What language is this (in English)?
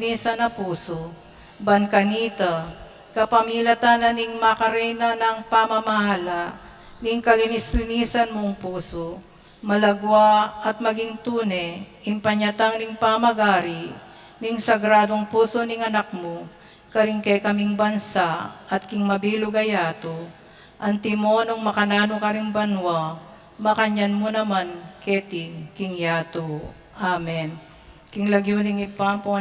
Pampanga